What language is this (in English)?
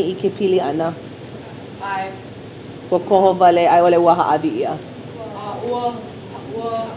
Hawaiian